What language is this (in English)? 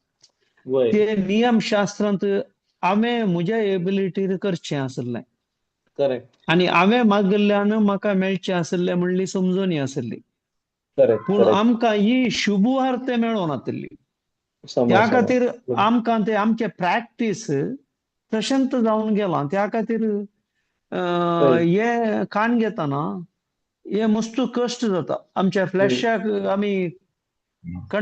Konkani